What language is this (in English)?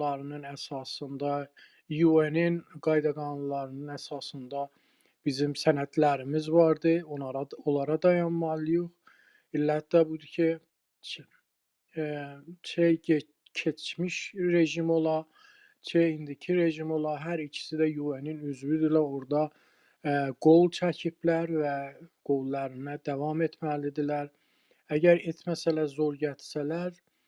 South Azerbaijani